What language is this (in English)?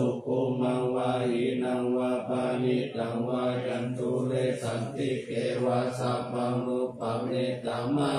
Pali